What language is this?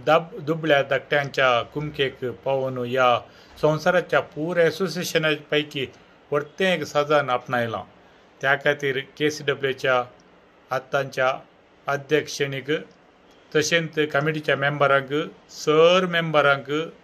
Konkani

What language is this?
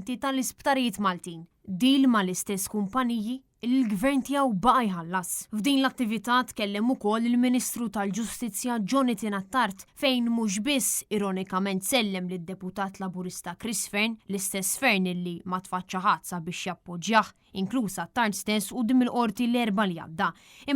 Maltese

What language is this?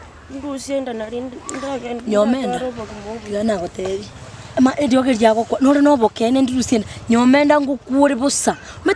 Gusii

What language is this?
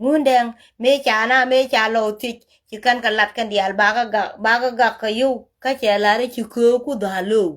Nuer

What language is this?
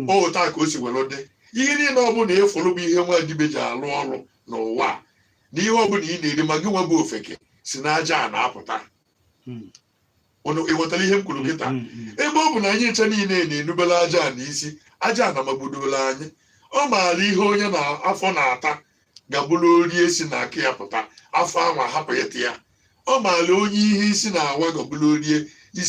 Igbo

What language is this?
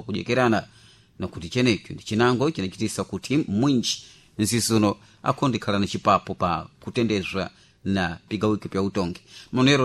Sena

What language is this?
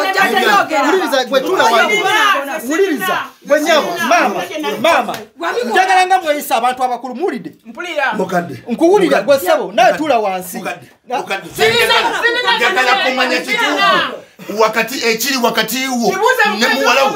Ganda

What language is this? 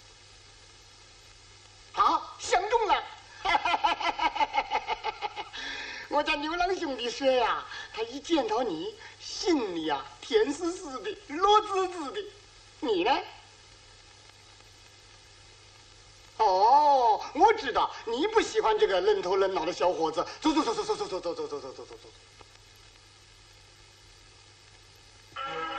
Chinese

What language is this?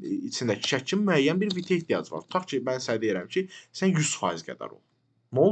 Azerbaijani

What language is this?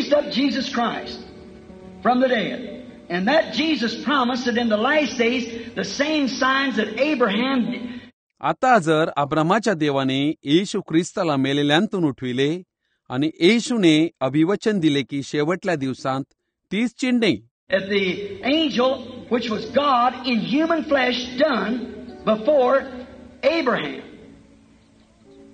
Marathi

